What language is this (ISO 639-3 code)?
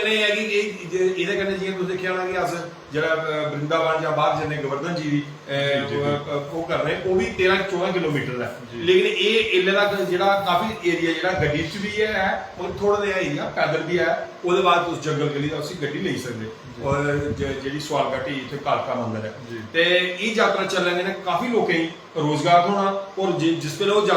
doi